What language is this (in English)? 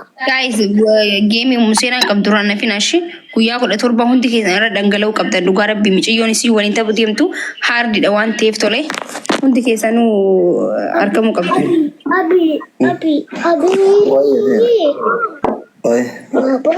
Oromo